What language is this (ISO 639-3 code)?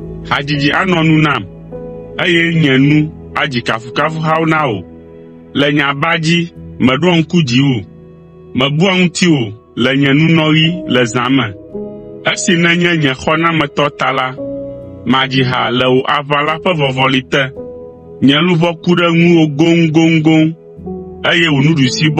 ewe